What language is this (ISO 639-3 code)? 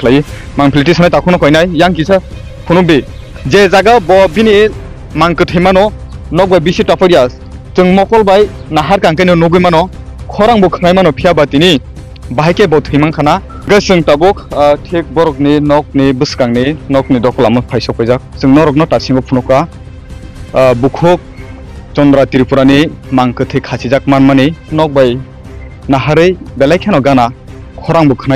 trp